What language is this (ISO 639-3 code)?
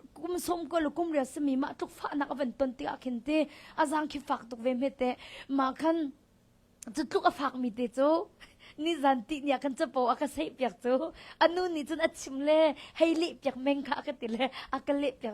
cnh